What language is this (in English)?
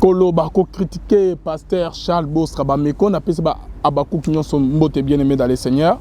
Lingala